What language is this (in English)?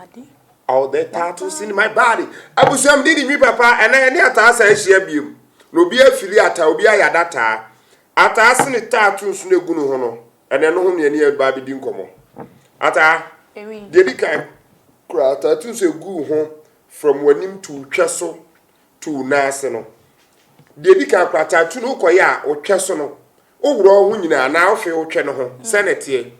Akan